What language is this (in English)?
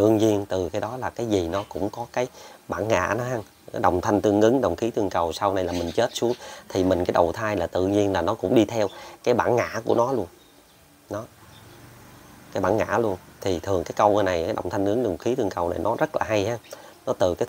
Vietnamese